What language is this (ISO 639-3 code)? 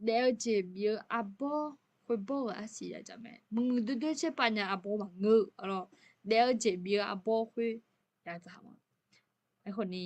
ahk